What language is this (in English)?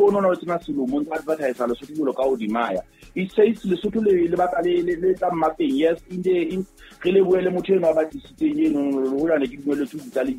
Southern Sotho